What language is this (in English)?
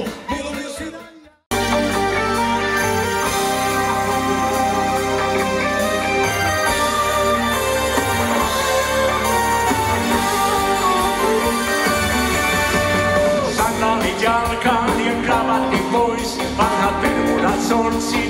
Finnish